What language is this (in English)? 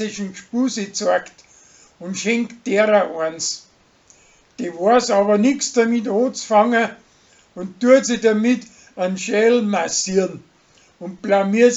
Bavarian